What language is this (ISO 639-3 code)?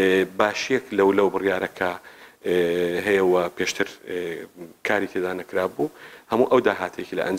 ckb